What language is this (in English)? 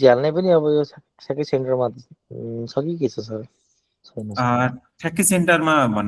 Nepali